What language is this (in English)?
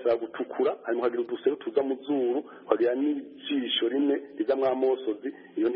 Kinyarwanda